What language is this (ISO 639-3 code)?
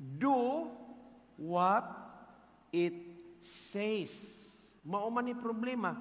ceb